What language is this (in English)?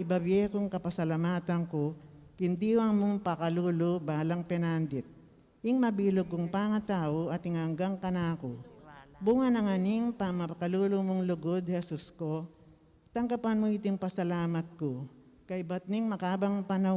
Pampanga